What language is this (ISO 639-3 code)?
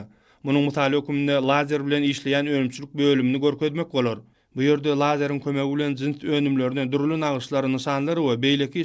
tuk